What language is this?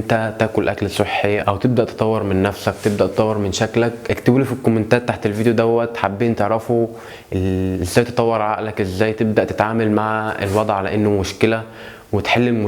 Egyptian Arabic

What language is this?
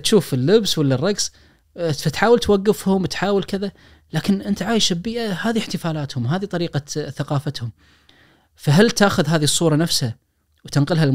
Najdi Arabic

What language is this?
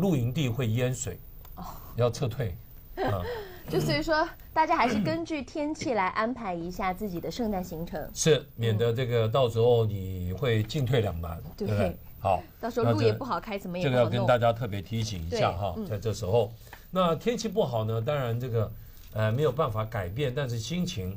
Chinese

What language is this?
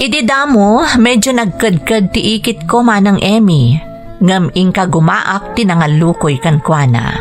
Iloko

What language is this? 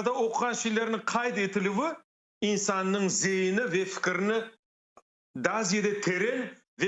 Crimean Tatar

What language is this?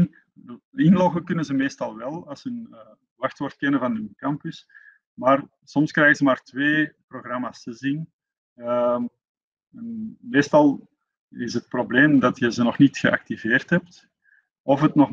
Dutch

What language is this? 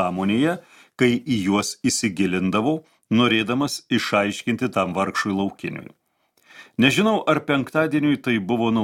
Lithuanian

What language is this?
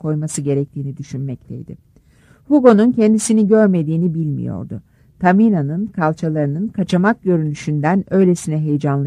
Turkish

